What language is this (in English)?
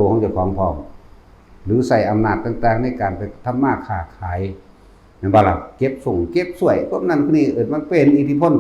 Northeastern Thai